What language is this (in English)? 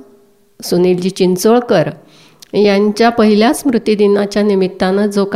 Marathi